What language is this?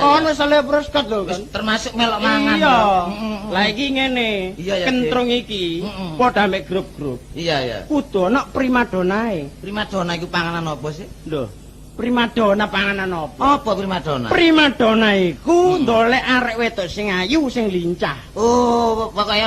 Javanese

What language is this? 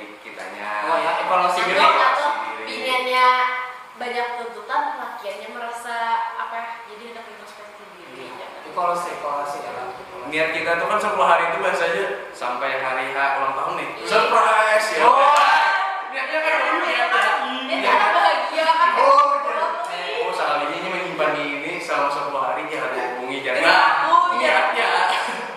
Banjar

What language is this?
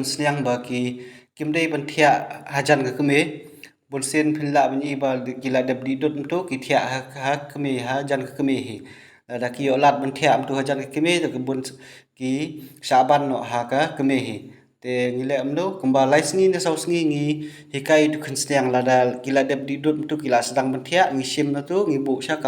Khasi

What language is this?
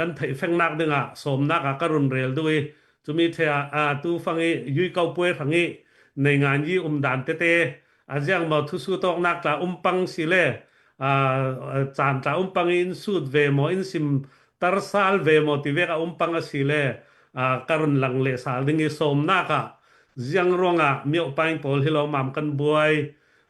Falam Chin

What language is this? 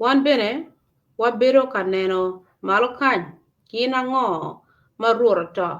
Acoli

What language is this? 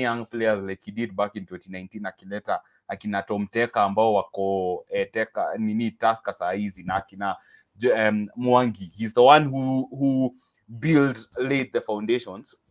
Swahili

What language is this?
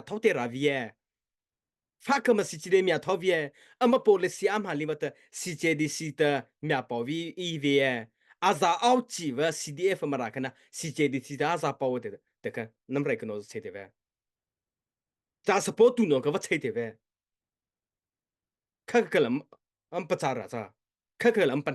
Mara Chin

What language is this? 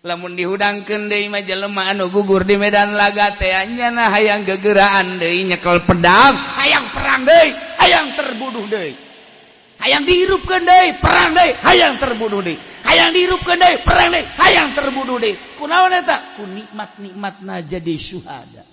Sundanese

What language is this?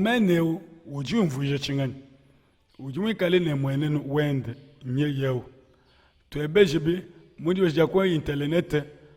Luba-Lulua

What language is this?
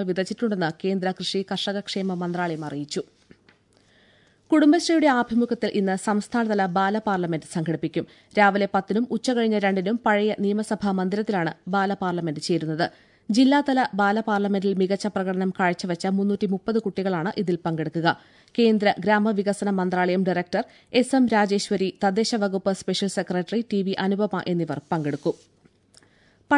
Malayalam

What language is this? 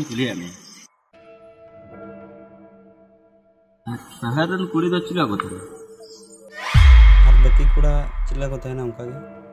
Santali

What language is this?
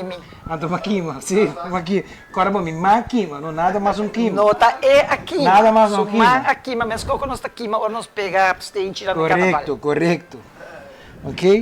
Papiamento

